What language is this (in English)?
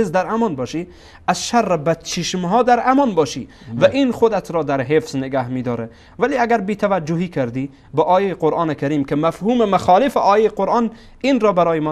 Persian